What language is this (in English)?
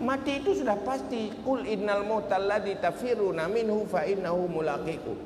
Achinese